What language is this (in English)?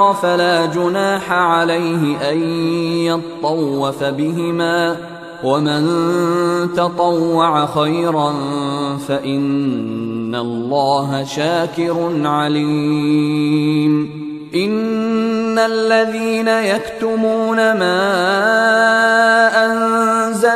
Arabic